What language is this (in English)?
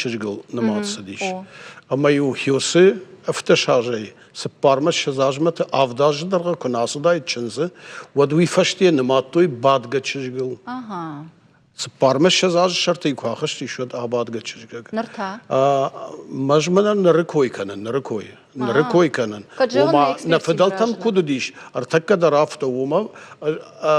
Ossetic